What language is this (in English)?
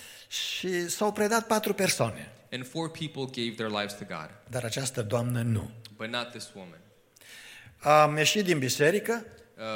Romanian